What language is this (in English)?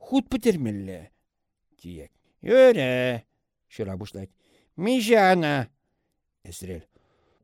Chuvash